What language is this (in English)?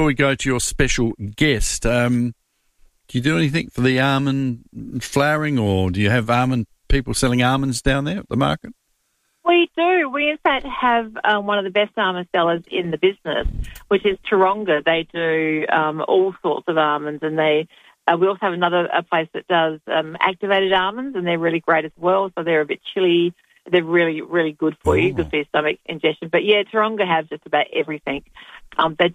English